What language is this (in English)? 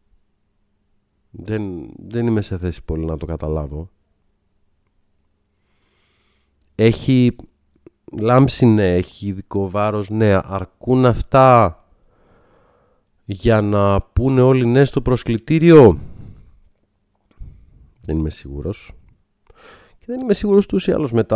Greek